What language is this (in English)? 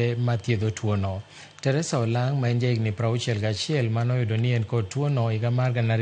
Luo (Kenya and Tanzania)